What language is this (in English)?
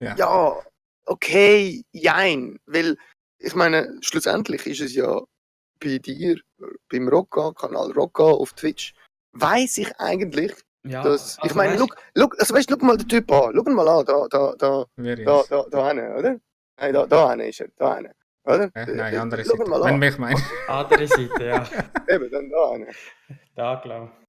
Swiss German